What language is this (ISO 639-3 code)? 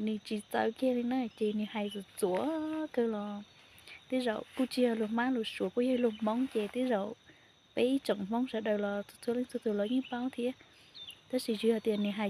hmn